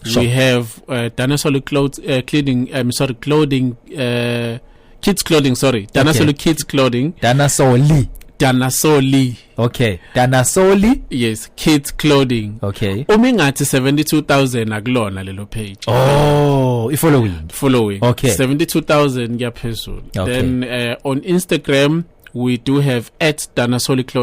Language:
Zulu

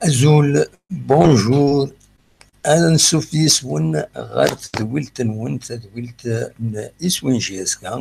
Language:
Kabyle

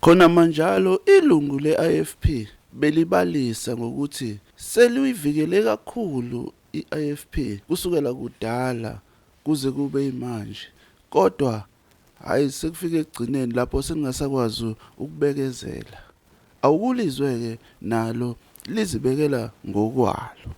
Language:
Zulu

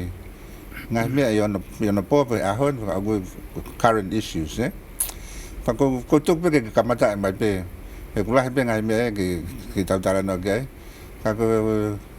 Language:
Tongan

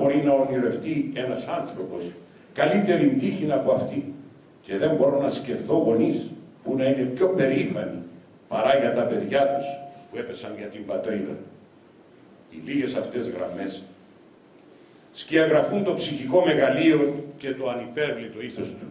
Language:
Greek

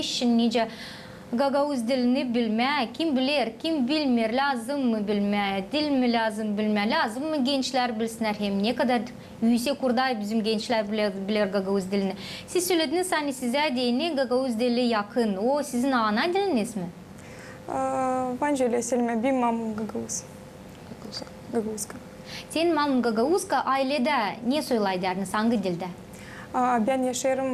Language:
Gagauz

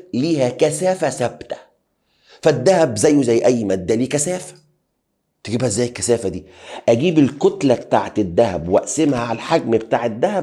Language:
Egyptian Arabic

